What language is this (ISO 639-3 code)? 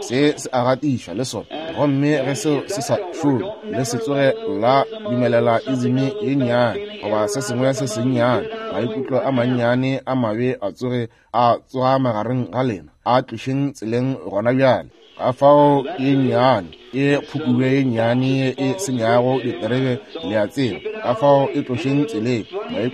nso